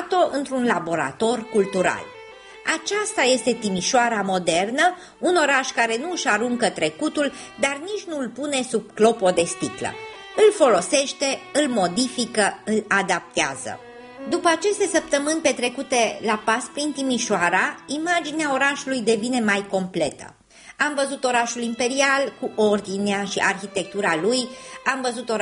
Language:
Romanian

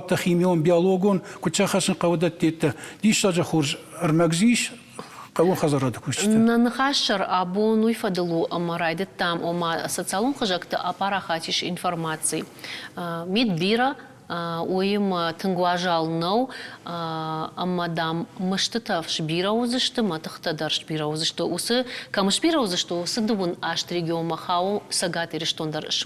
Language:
Ossetic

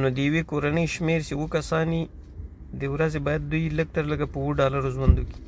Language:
Pashto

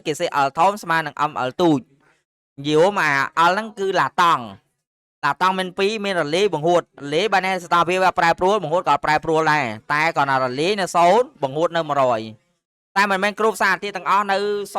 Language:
Khmer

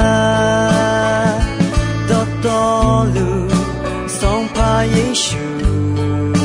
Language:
Akha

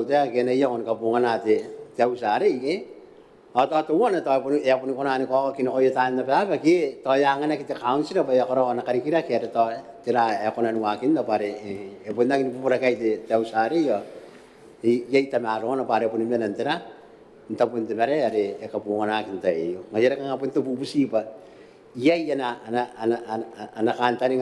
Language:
Gilbertese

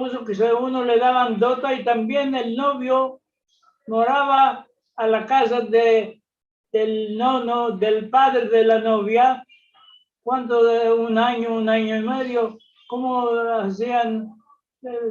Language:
Ladino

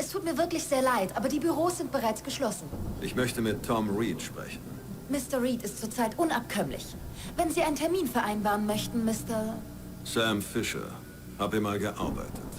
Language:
Bavarian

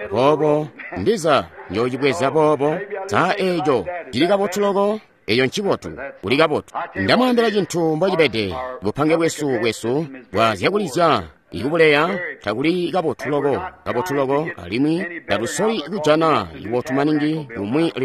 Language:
Tonga (Zambia)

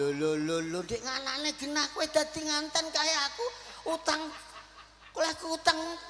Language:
Javanese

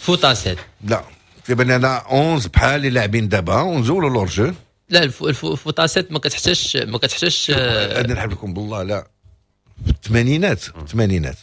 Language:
Moroccan Arabic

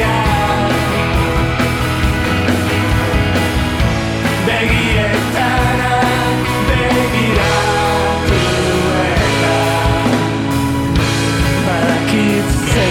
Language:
Basque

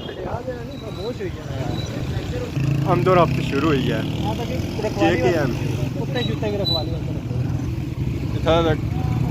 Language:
Pahari-Potwari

